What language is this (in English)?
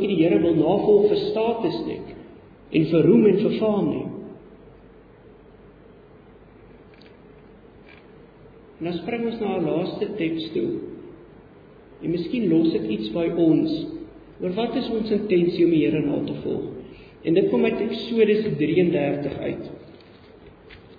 Afrikaans